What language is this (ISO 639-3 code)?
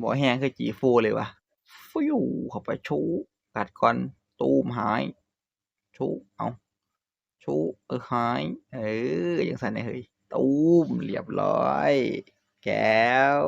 tts